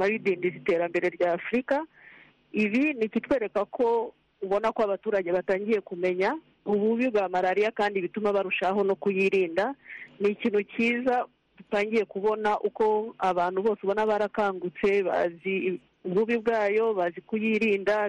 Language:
Kinyarwanda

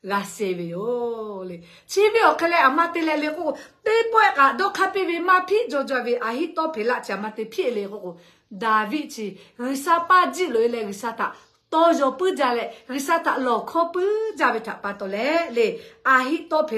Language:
Lahu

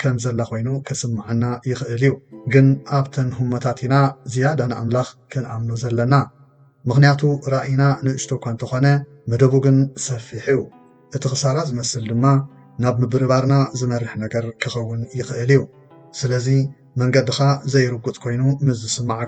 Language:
Tigrinya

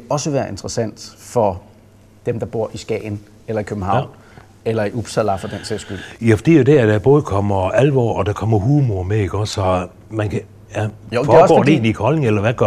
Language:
Danish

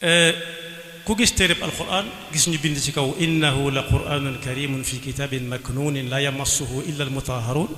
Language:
Wolof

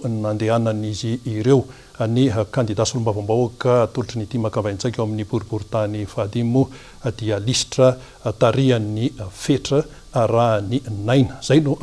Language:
Malagasy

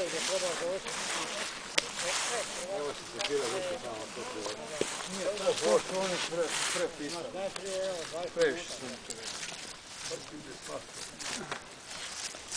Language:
Croatian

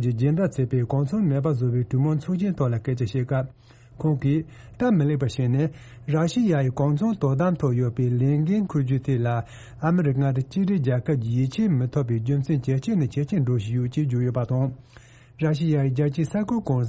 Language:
Tibetan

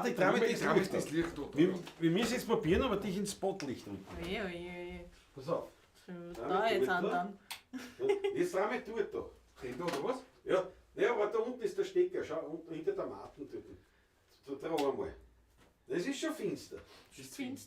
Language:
Bavarian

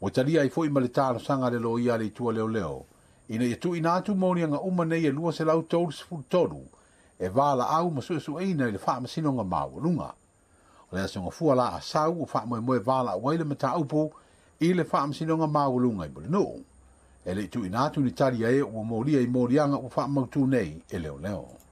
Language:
Samoan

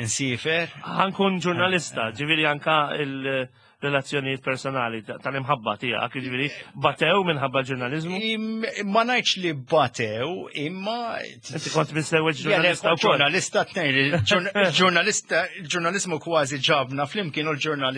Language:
Maltese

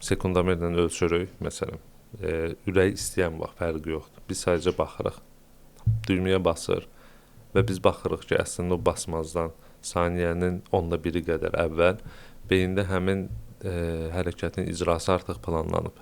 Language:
Azerbaijani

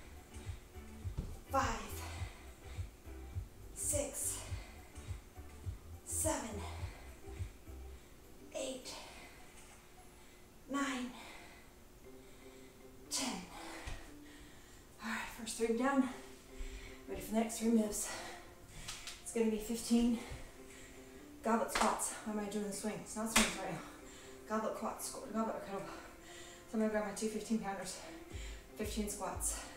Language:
English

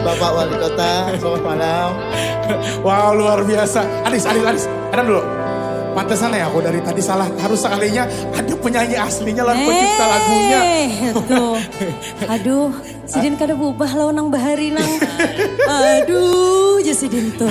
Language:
Banjar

